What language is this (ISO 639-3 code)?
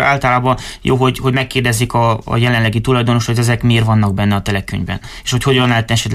hun